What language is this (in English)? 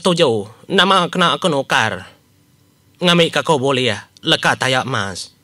Iban